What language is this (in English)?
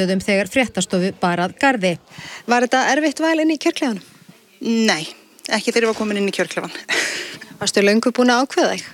Icelandic